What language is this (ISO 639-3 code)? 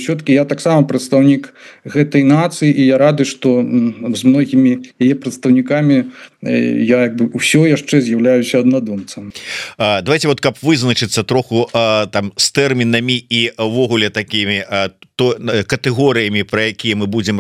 bel